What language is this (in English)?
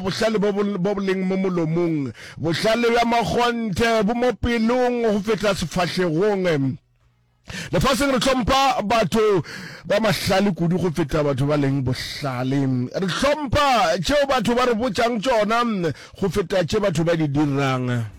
Northern Sotho